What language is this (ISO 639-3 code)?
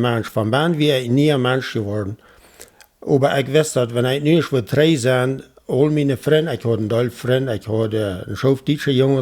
pdt